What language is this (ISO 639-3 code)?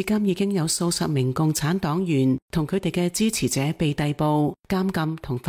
yue